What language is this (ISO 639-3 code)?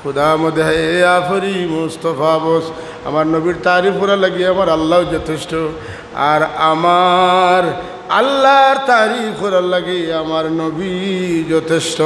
syl